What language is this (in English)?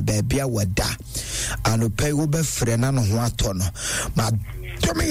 Akan